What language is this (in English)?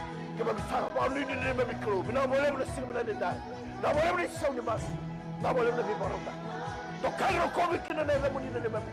Fijian